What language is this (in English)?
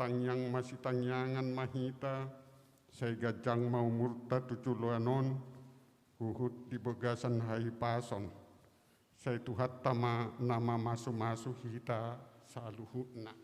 Batak Toba